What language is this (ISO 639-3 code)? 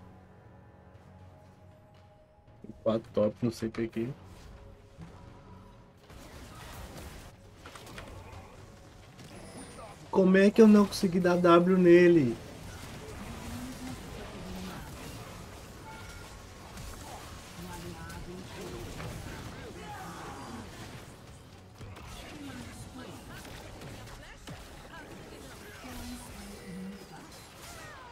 por